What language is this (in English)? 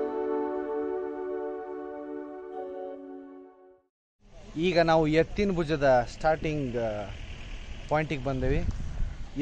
Kannada